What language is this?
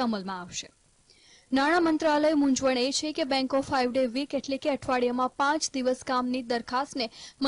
Gujarati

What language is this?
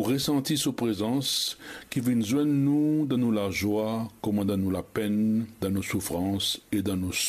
Morisyen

